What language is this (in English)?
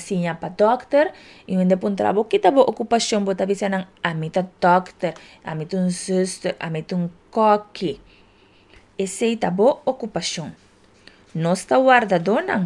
Papiamento